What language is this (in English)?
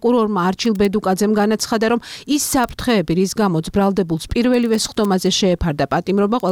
Georgian